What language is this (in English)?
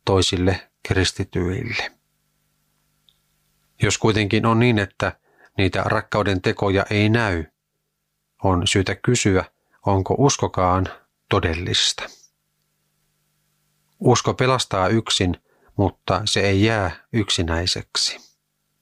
Finnish